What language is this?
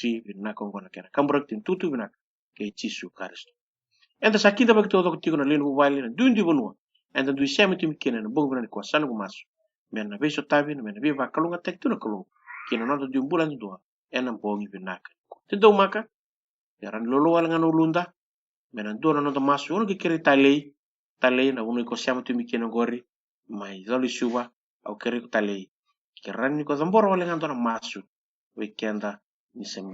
Fijian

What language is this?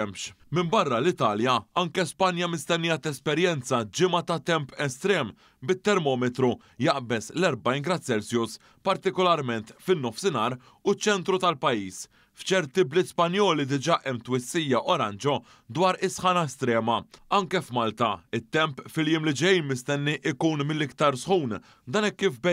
Maltese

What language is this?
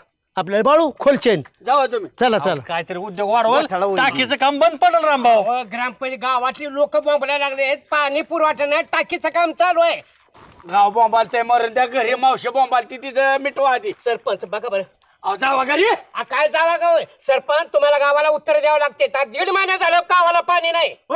Marathi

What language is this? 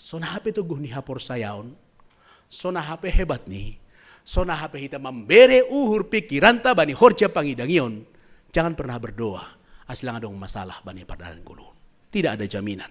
Batak Simalungun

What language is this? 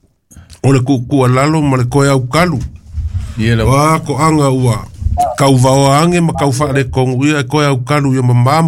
Samoan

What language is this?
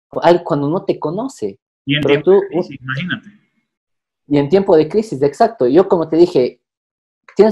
Spanish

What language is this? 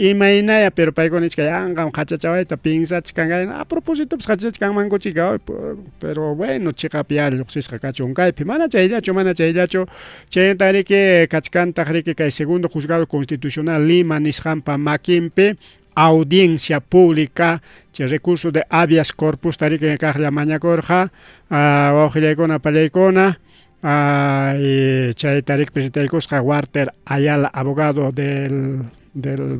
Ayacucho Quechua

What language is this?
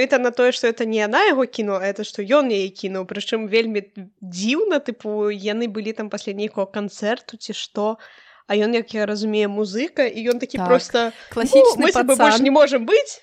Belarusian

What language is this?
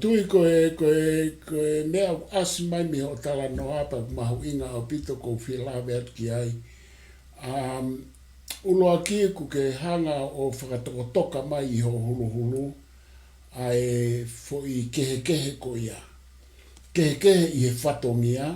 Tongan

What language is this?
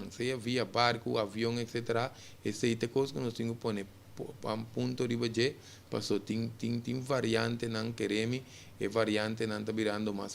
Papiamento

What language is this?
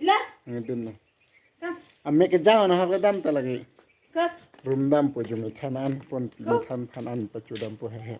Karbi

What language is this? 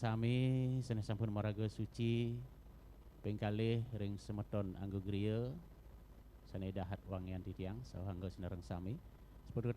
Balinese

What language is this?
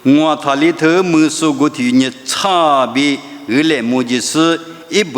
Lisu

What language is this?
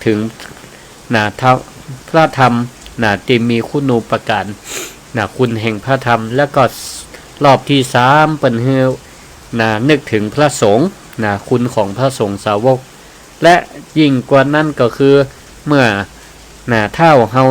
Northern Thai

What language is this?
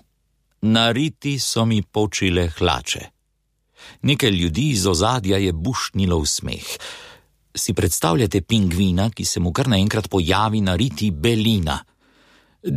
Slovenian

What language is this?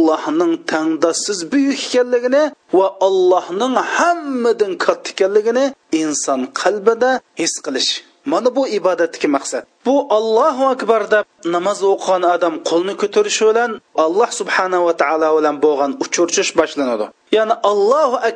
Uyghur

